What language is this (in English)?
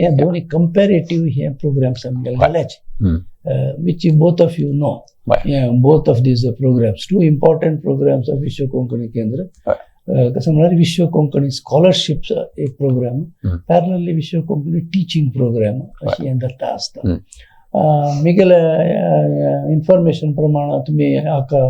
Konkani